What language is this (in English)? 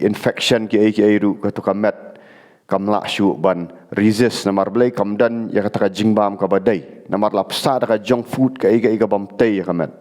Khasi